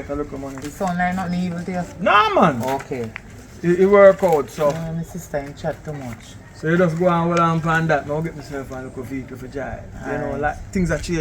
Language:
Jamaican Creole English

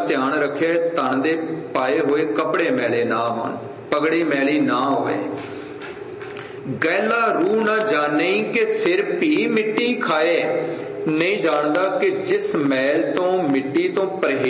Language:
Punjabi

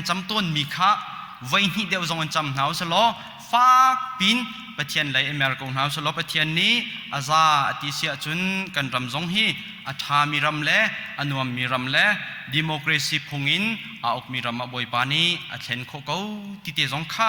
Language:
Hakha Chin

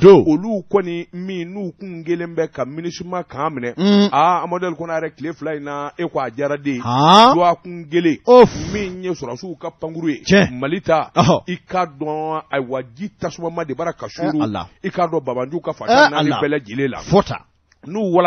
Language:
Bambara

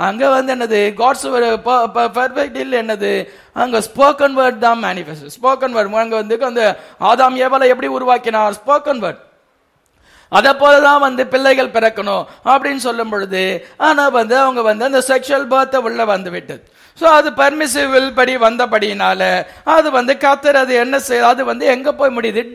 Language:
Tamil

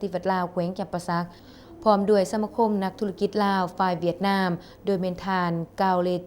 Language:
Lao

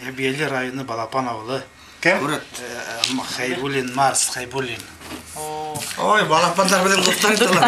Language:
Bashkir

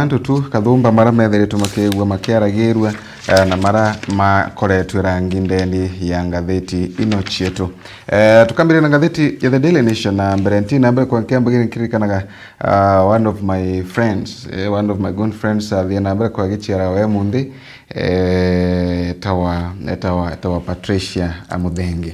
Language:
Meru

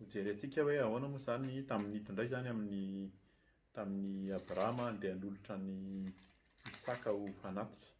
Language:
Malagasy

